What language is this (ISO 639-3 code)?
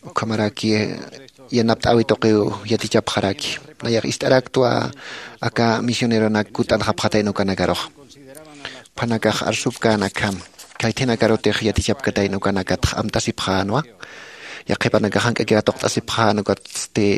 aym